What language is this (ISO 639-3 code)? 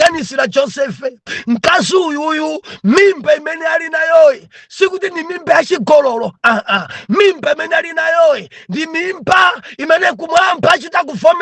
nya